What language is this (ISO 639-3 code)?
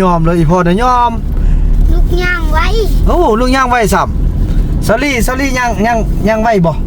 lao